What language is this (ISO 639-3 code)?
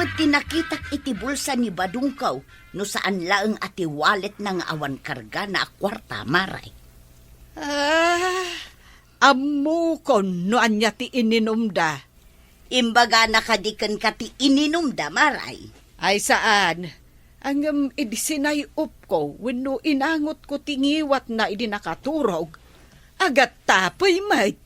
ilo